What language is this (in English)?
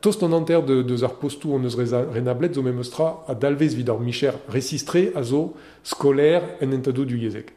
Breton